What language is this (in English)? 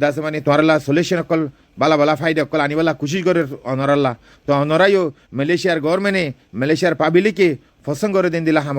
Rohingya